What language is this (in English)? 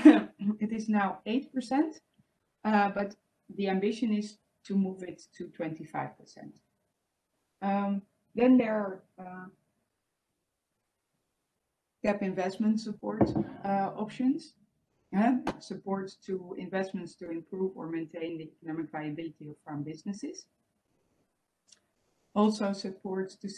English